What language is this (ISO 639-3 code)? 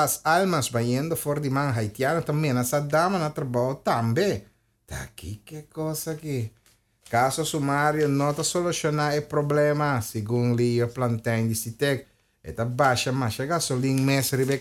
pap